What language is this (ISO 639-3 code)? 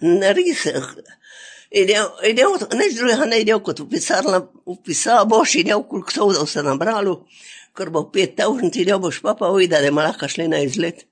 slv